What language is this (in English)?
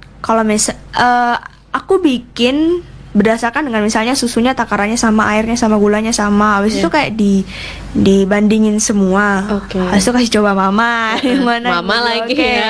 Indonesian